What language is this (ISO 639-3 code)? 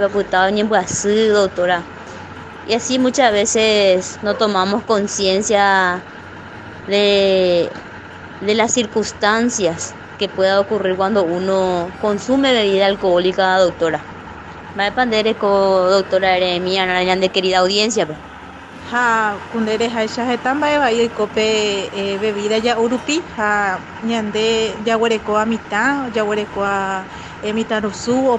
grn